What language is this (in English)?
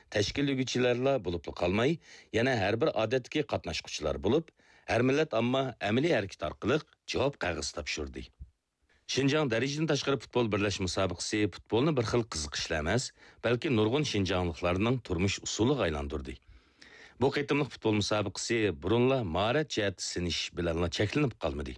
Uyghur